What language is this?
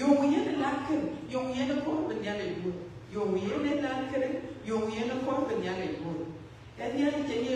Dinka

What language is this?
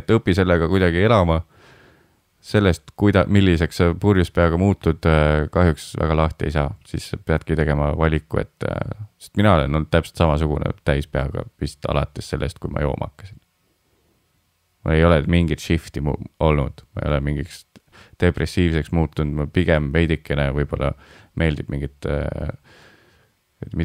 Estonian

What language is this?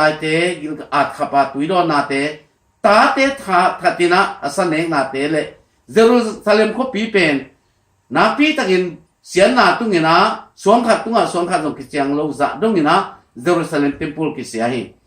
Tedim Chin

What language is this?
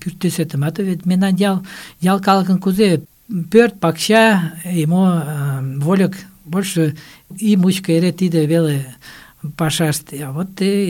Mari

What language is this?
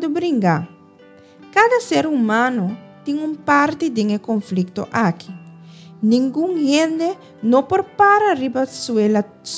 Papiamento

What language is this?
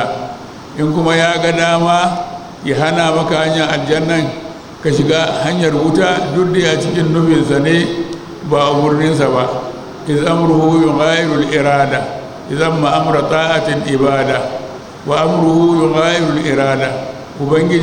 Hausa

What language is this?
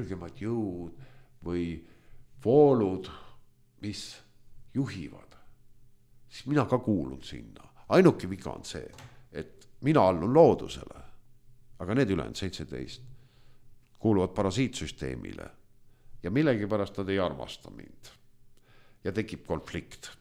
Estonian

